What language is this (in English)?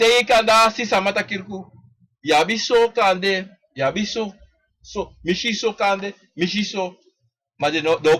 Sranan Tongo